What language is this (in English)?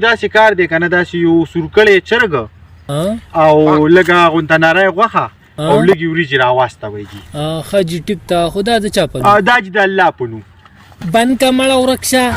Pashto